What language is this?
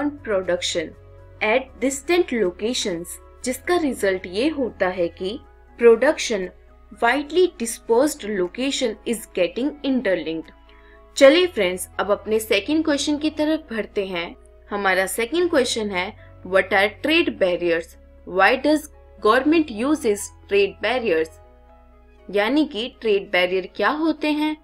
Hindi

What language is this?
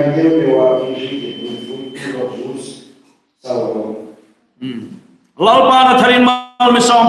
Hmar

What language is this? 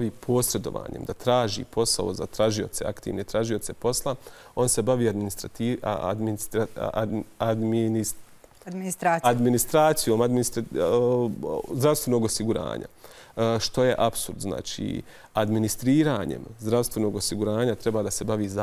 Bosnian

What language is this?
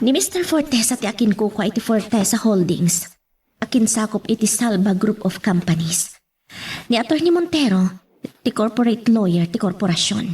Iloko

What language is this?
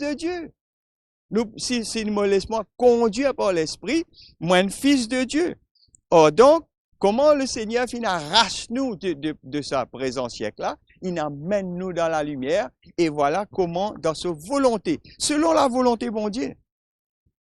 Morisyen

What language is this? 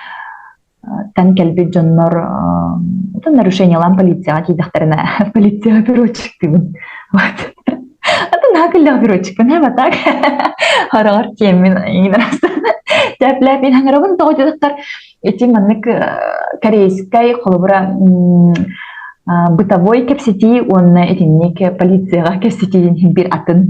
Yakut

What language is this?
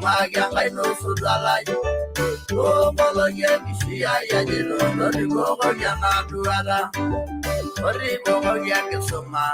Masai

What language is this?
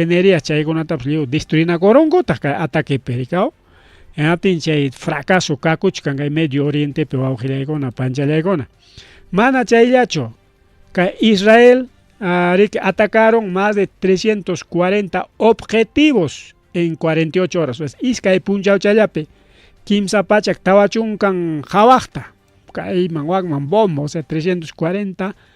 Ayacucho Quechua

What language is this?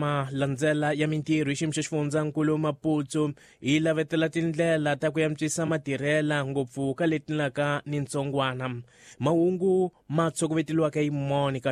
Tsonga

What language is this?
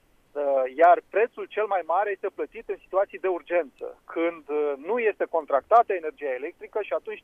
Romanian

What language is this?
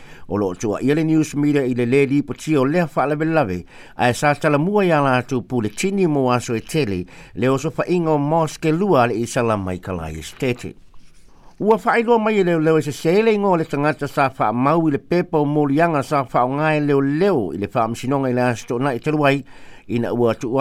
Samoan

